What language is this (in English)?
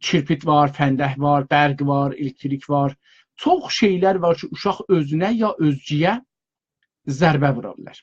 South Azerbaijani